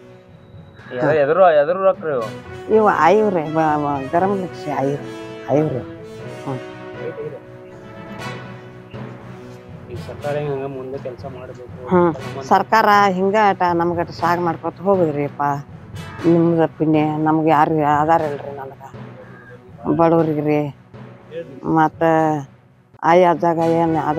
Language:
Kannada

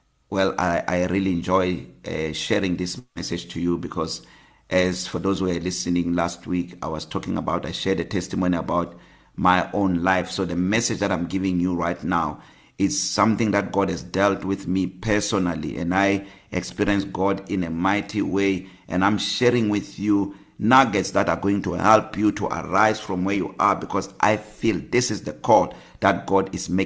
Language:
English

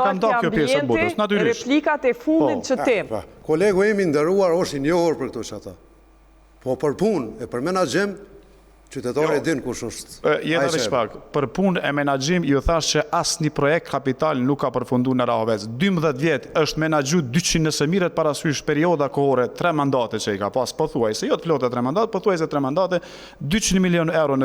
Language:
Albanian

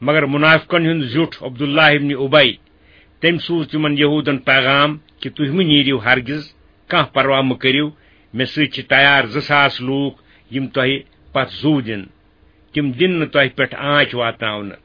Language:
Kashmiri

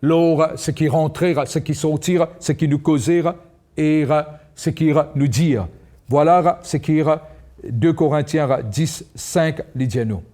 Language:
Morisyen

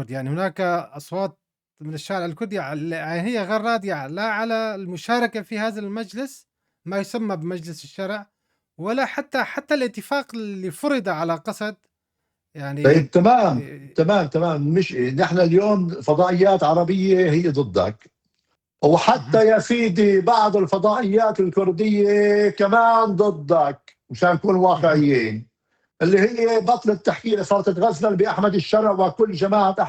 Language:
North Levantine Arabic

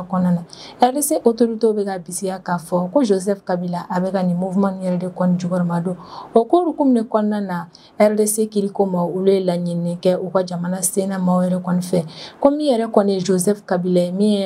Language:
Bambara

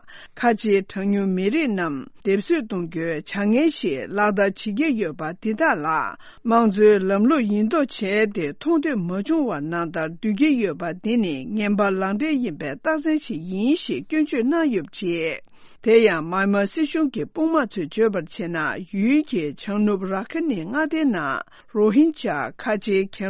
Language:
Tibetan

